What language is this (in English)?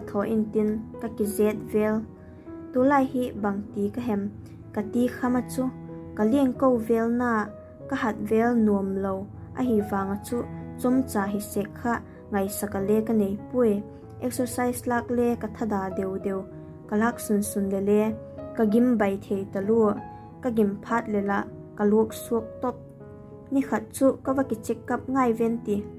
Vaiphei